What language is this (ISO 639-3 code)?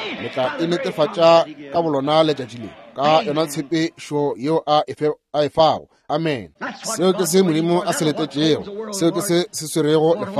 nso